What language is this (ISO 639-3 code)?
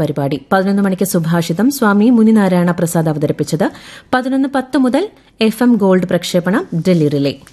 mal